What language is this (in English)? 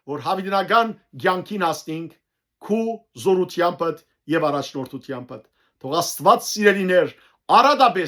Western Armenian